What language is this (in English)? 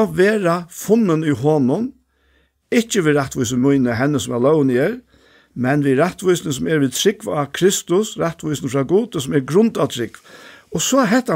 Faroese